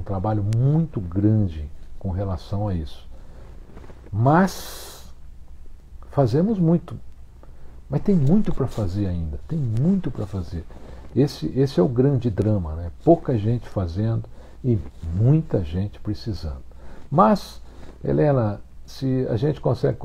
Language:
Portuguese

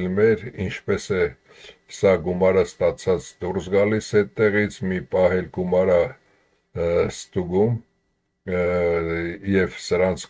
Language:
Armenian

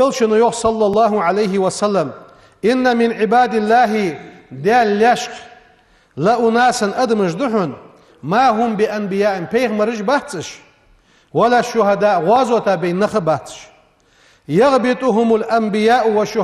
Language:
Ingush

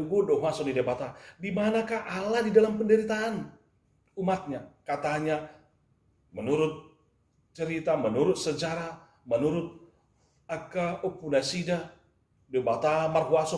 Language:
Batak Toba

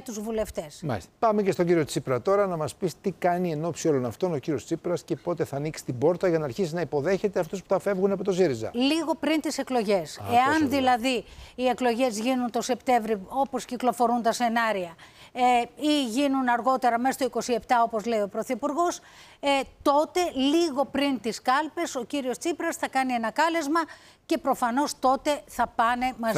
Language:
Greek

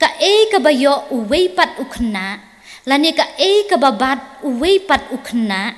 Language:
Khasi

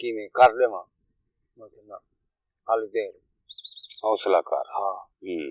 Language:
Saraiki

